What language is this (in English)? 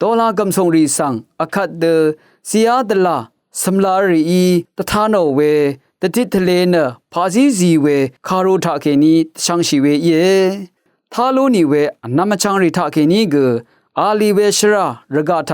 Rawang